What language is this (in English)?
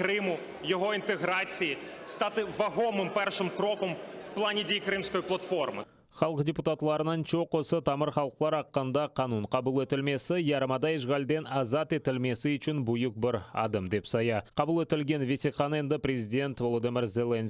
Crimean Tatar